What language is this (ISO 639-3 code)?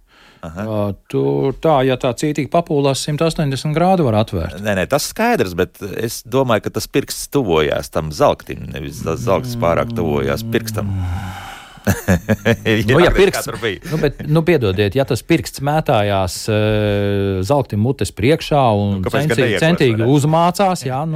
lav